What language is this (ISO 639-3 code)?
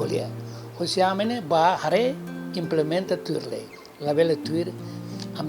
tet